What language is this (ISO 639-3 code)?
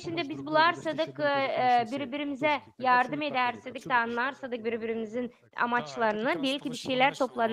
gag